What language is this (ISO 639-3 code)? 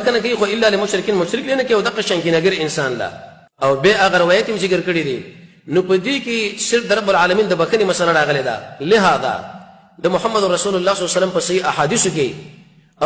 pus